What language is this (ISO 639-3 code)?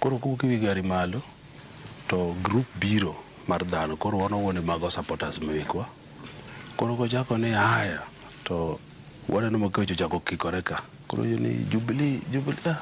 luo